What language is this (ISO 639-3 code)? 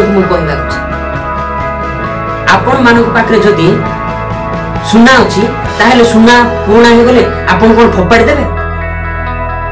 ori